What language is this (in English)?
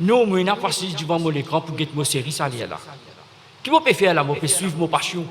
Morisyen